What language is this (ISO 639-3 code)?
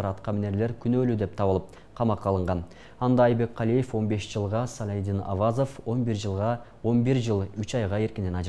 kir